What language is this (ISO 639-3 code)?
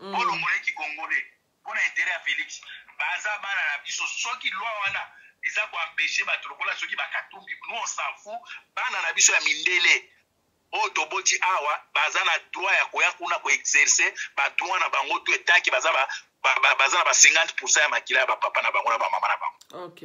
lin